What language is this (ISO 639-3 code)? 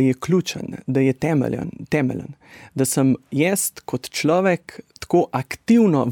slv